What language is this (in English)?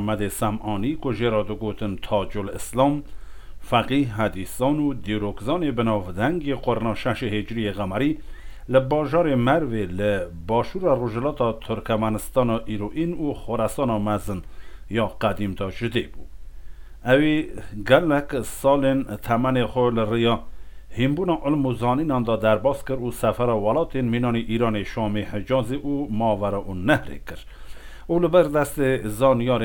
Kurdish